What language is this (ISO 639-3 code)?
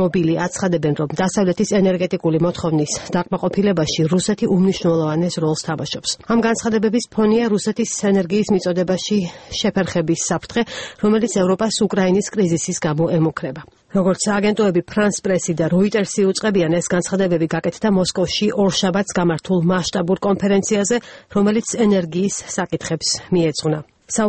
kat